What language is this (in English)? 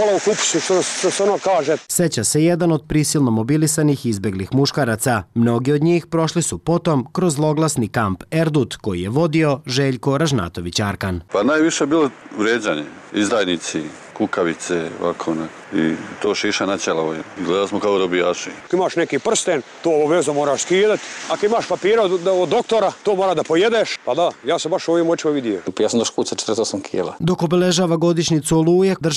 Serbian